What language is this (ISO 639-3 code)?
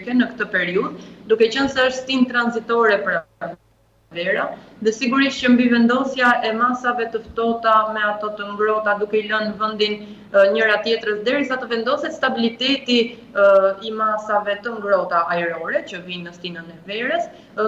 sqi